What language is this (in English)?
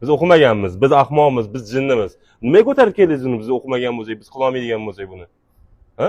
Uzbek